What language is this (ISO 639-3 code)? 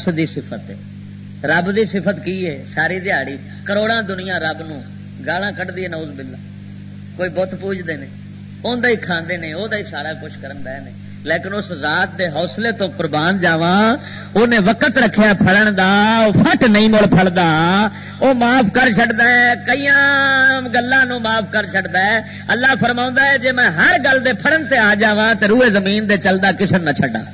lah